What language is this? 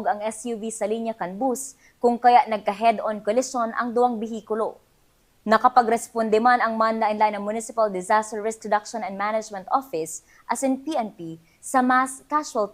Bikol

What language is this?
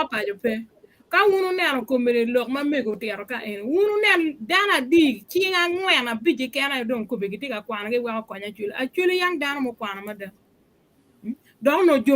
Acoli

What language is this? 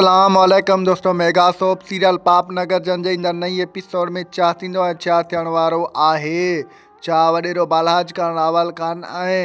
Sindhi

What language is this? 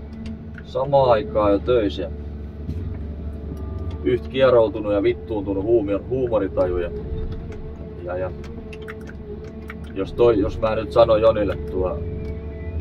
Finnish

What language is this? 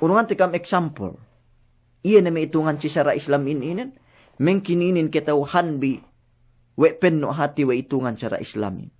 Yakan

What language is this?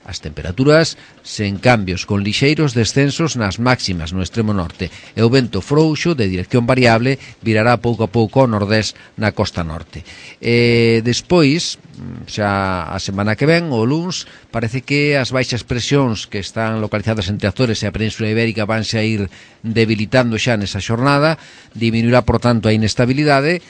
Galician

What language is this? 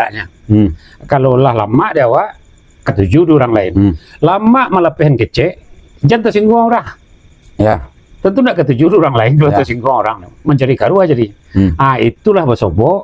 Minangkabau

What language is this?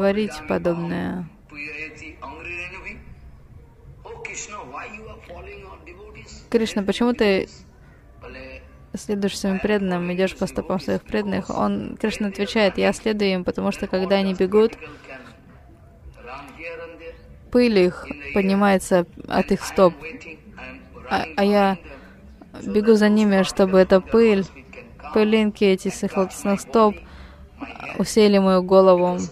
Russian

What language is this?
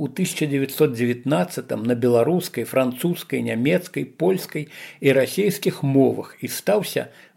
Belarusian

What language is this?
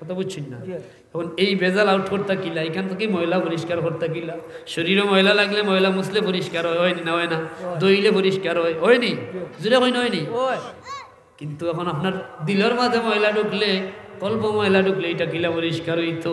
Sylheti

